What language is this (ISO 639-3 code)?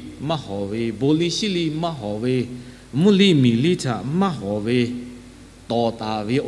lhu